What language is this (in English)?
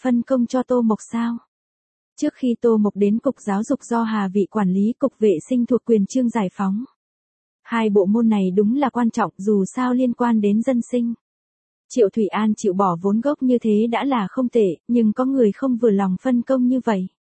Vietnamese